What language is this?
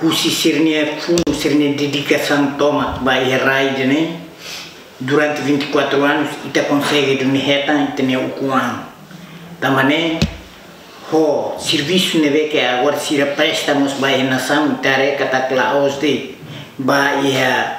Tetum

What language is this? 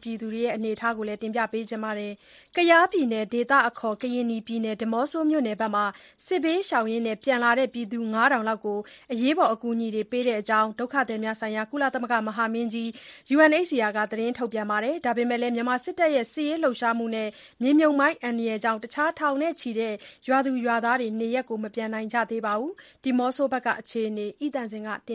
Burmese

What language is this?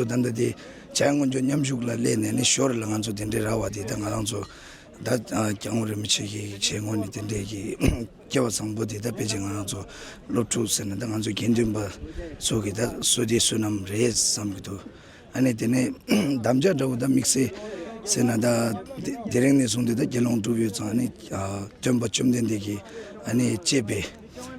Tibetan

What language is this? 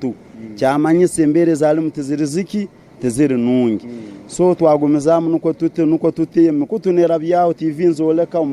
Tooro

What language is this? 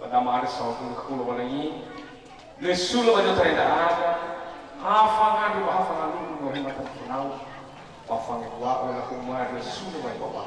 Nias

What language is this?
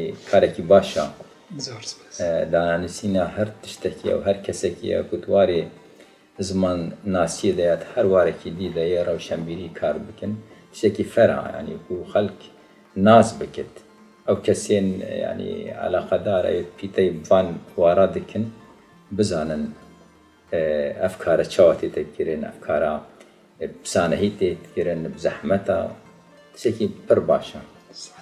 Kurdish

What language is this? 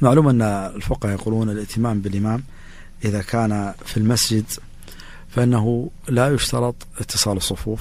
Najdi Arabic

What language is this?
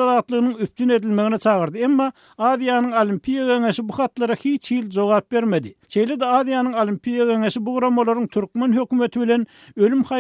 Turkmen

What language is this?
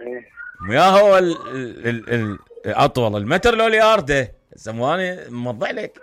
Mesopotamian Arabic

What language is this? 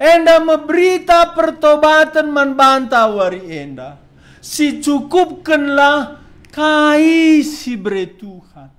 Batak Karo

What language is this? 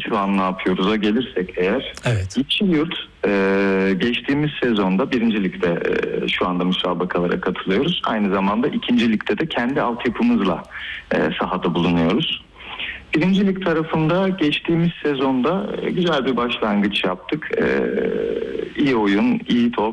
Turkish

